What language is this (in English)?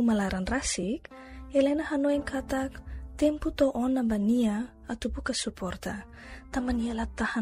Tetum